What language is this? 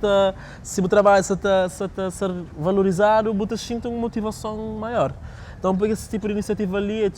Kabuverdianu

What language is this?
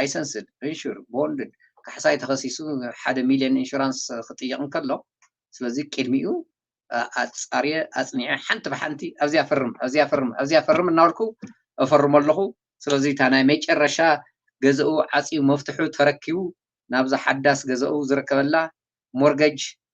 Tigrinya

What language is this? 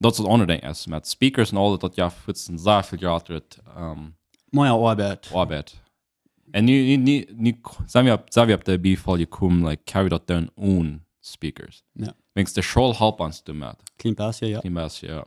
Plautdietsch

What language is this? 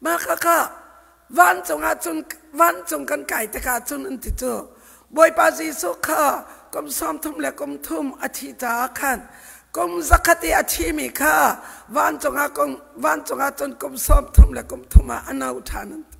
Hakha Chin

